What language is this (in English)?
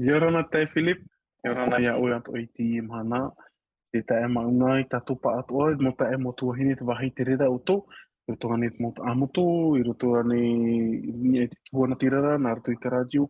Tahitian